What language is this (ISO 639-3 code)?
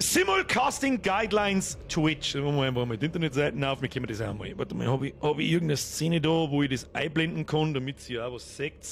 bar